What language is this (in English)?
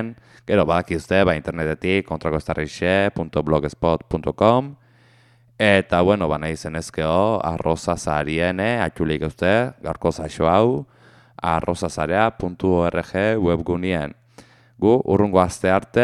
Basque